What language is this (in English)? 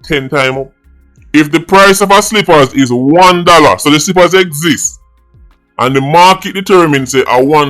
Jamaican Creole English